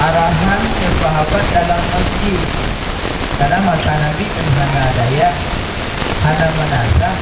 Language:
Achinese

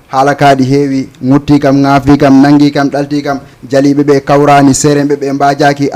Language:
Fula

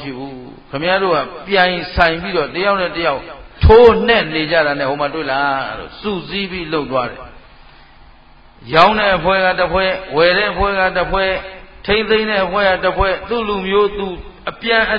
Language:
Burmese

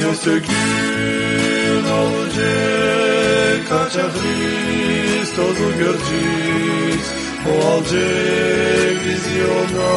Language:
Gagauz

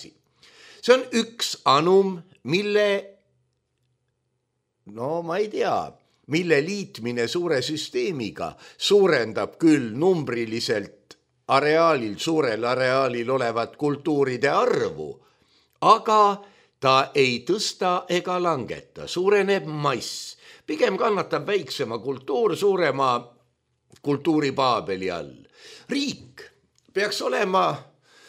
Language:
Estonian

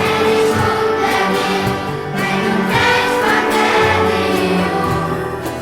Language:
Swiss German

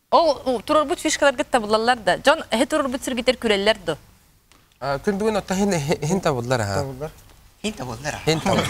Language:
Yakut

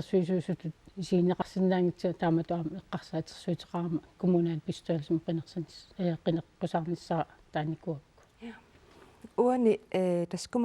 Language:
Kalaallisut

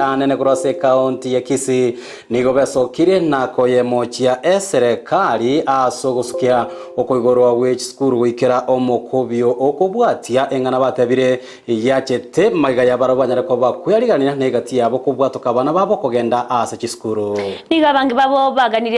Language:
Gusii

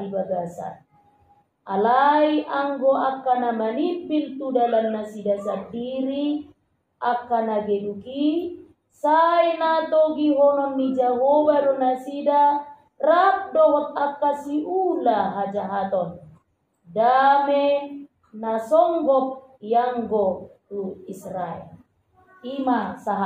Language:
Batak Toba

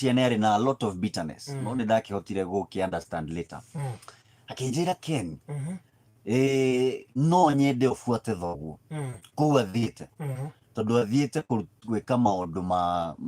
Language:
Kikuyu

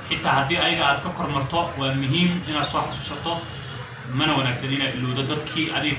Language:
Somali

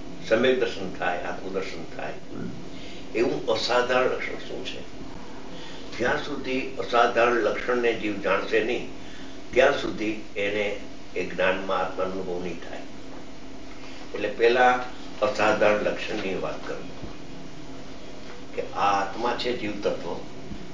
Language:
Gujarati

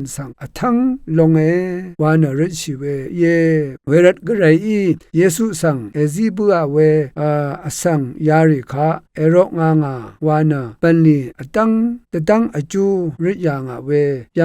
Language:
Rawang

